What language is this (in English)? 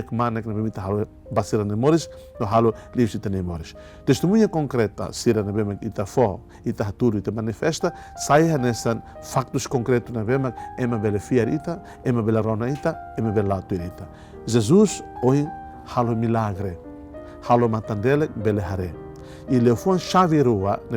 Tetum